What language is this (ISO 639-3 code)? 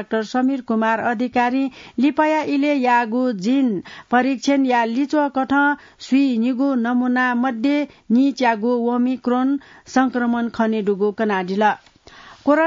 new